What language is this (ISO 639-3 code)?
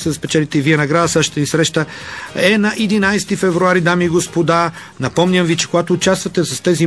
bul